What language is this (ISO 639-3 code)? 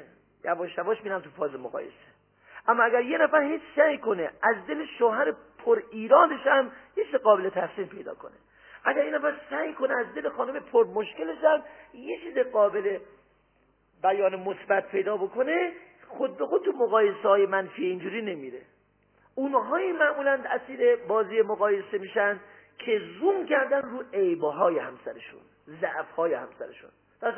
fas